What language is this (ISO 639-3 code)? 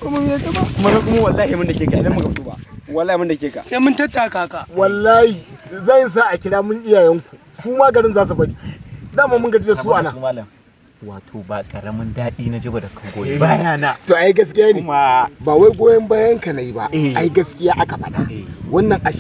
hau